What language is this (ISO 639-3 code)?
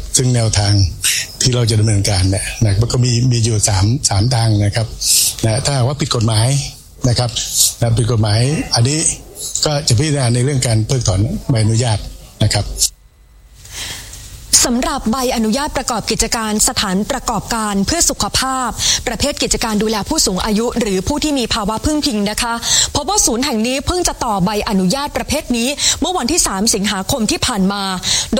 tha